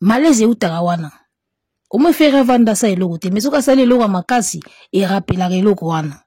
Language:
Lingala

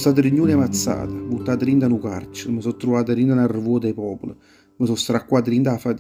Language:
Neapolitan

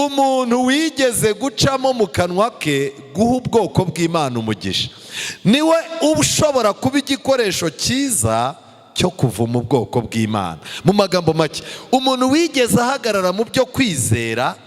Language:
Kinyarwanda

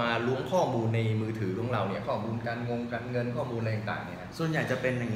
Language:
Thai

